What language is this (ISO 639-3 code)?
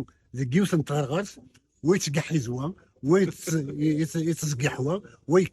kab